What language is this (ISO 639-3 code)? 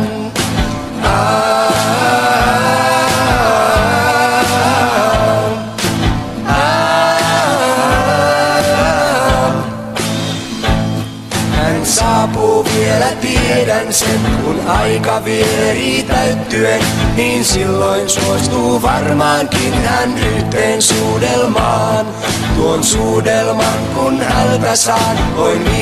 fin